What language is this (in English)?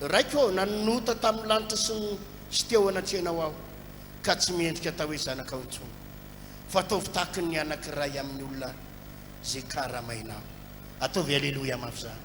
Malagasy